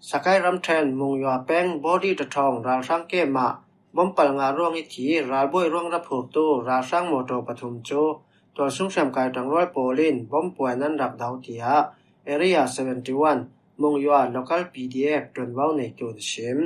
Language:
Falam Chin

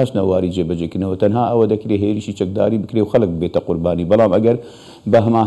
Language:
Central Kurdish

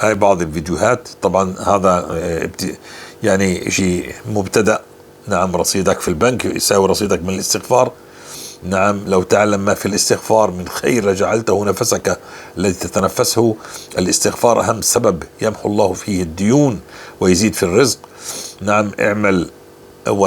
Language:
North Levantine Arabic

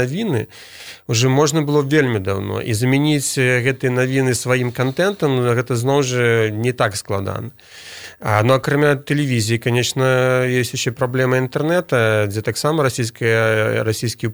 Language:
Belarusian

